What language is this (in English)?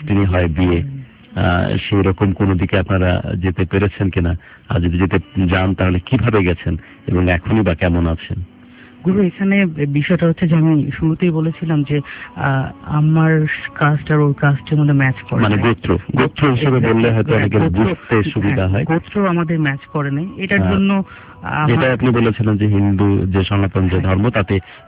Bangla